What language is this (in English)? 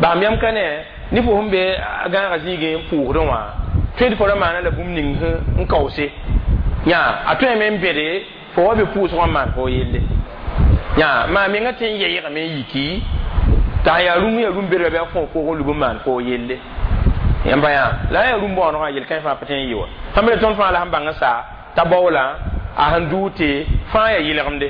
Mossi